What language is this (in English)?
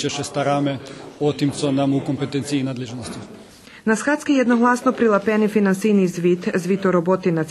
Rusyn